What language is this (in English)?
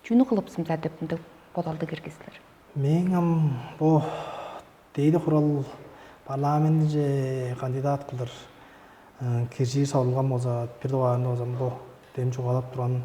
Tuvinian